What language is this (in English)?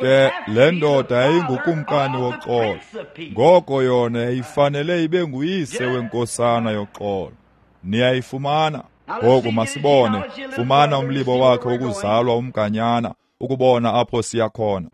Xhosa